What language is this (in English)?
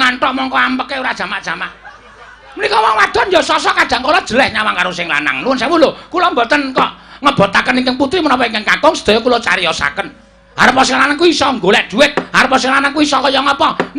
Javanese